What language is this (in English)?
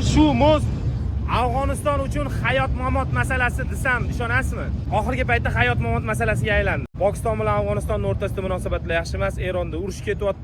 Uzbek